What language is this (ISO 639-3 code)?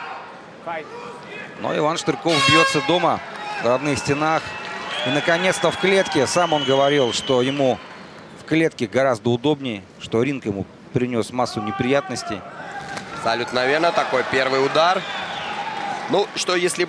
rus